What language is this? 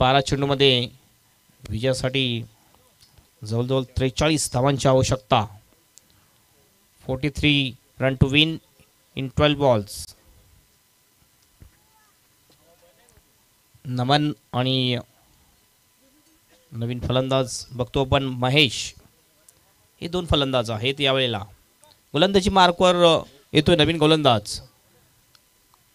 Marathi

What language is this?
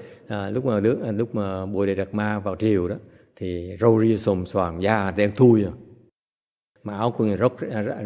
Vietnamese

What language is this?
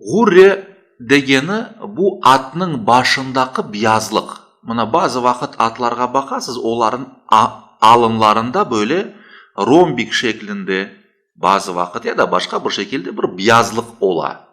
Crimean Tatar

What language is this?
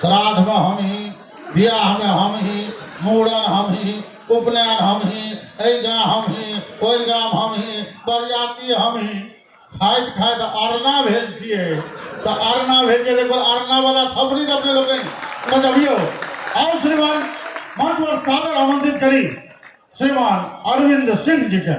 Maithili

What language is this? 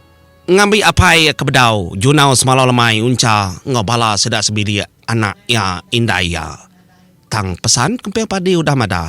Iban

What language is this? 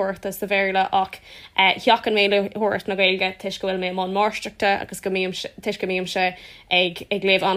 Irish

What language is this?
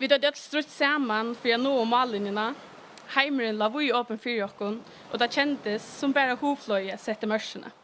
Faroese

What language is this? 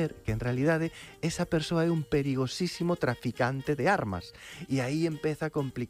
Galician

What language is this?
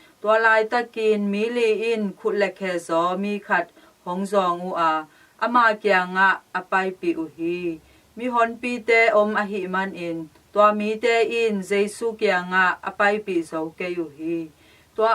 Tedim Chin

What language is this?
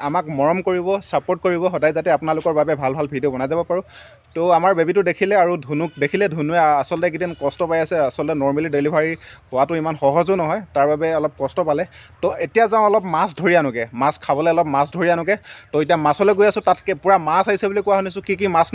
Assamese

